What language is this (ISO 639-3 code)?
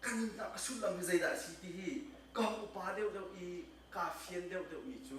cnh